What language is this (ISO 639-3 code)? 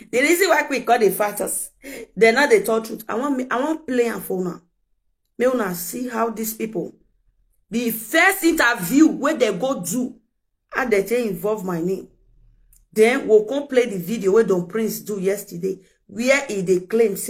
pcm